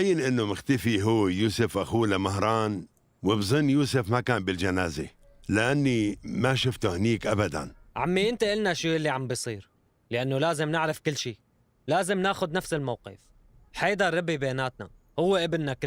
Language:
North Levantine Arabic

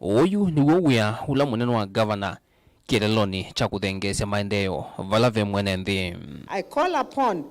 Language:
Kamba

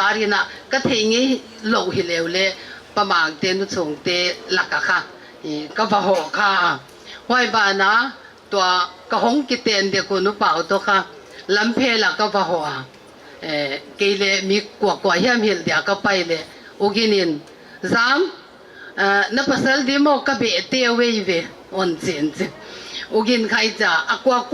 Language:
Paite Chin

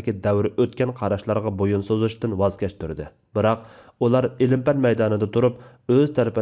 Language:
Uyghur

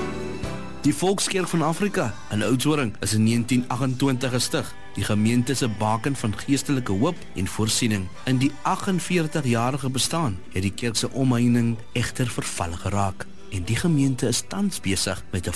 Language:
Afrikaans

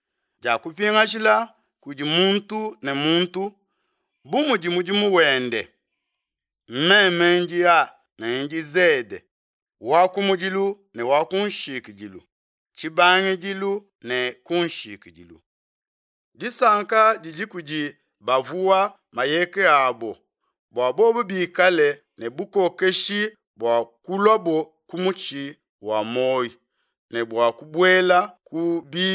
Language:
Luba-Lulua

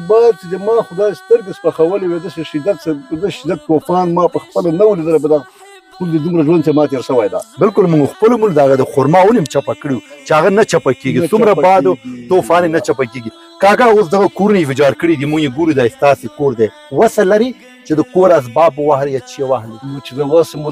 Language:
Pashto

